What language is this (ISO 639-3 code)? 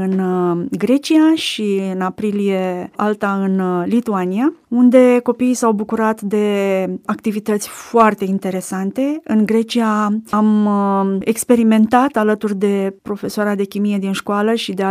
ron